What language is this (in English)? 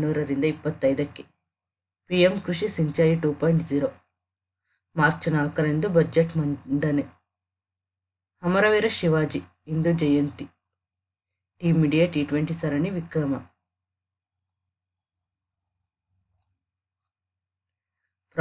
Kannada